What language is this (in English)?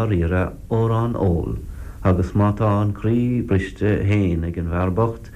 Irish